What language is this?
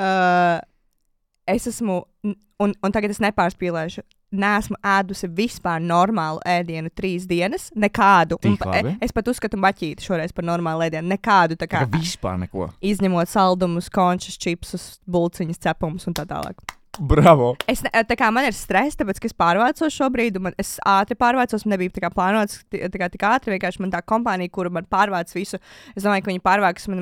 Latvian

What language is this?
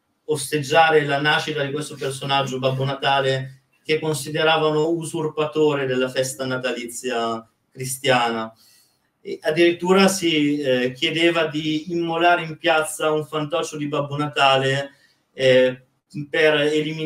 Italian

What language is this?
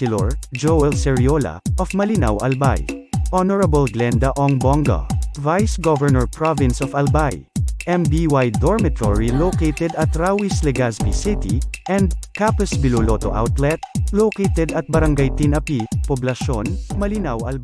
Bikol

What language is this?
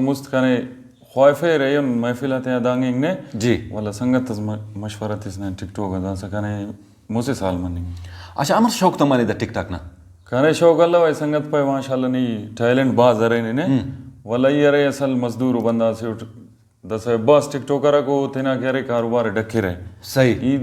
Brahui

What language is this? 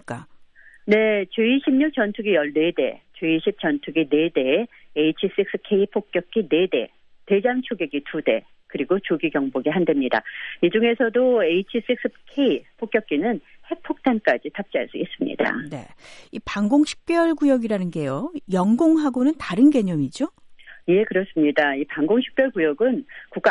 Korean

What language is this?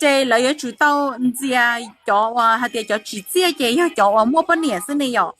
Hmong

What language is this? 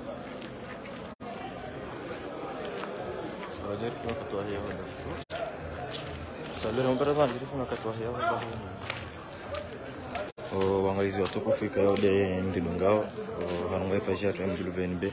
Swahili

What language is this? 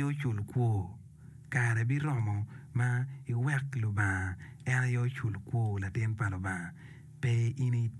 Acoli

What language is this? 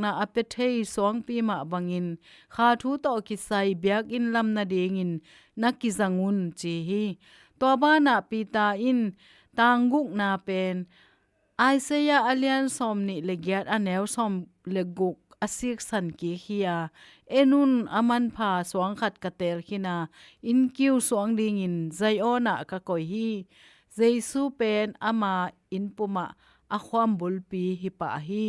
Tedim Chin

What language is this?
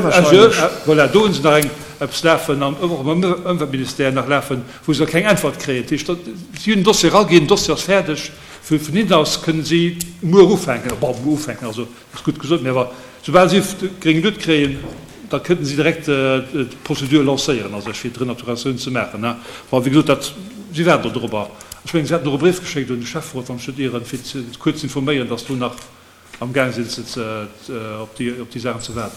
Luxembourgish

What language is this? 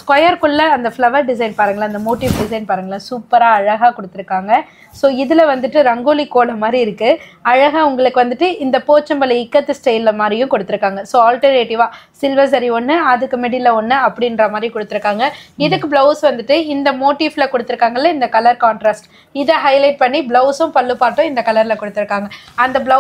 Tamil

